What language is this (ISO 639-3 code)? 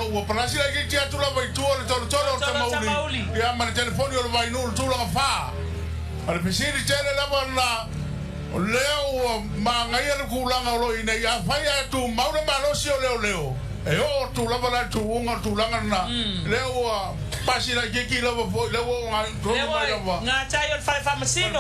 smo